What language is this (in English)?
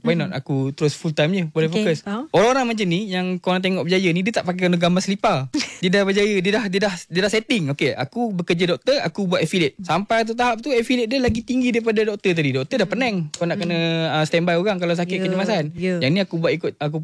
Malay